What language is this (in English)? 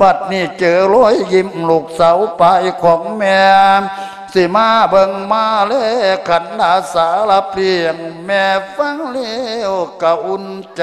Lao